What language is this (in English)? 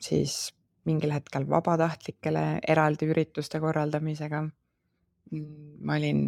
Estonian